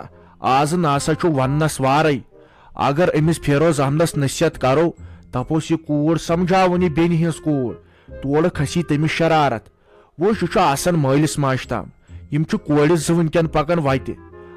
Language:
Kashmiri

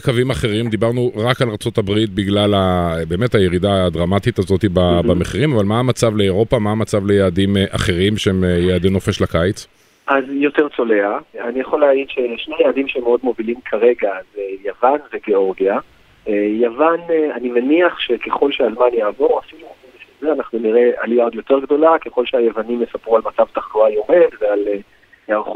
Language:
Hebrew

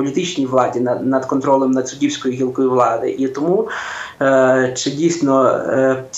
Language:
Ukrainian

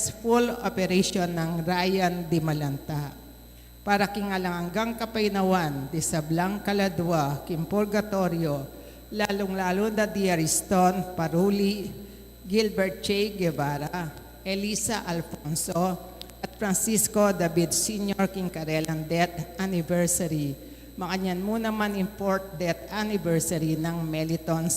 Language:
Pampanga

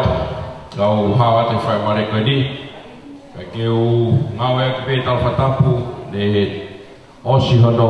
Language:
Tongan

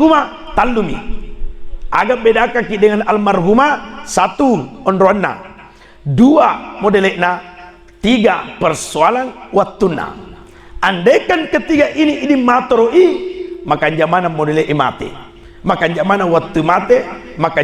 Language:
Buginese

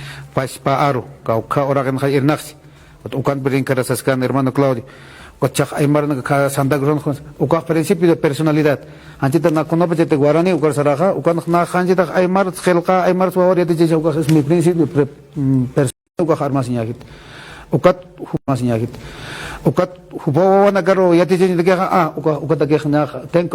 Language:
Aymara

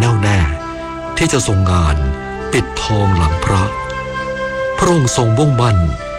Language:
Thai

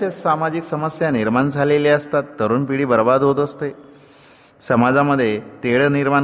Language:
Marathi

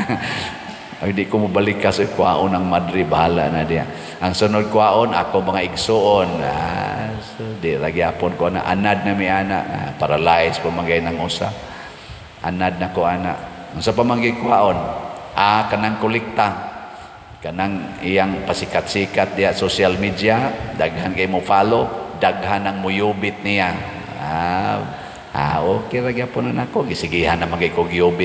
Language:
Cebuano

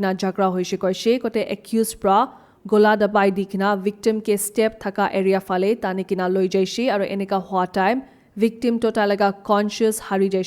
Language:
Naga Pidgin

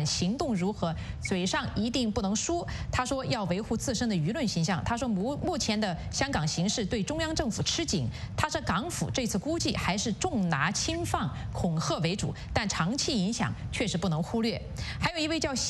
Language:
Chinese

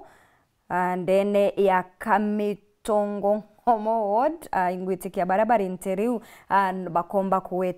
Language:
Meru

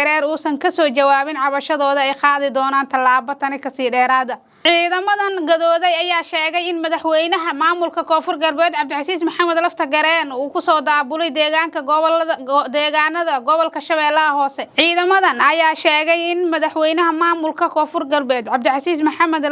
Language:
Somali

